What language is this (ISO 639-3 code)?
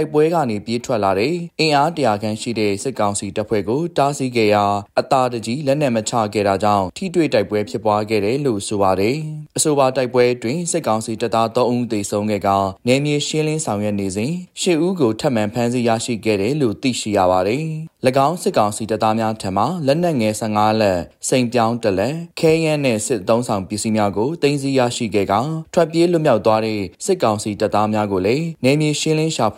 mya